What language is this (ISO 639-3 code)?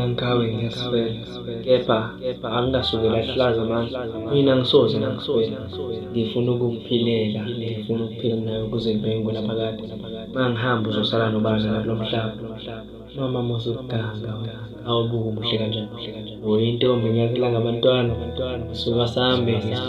zul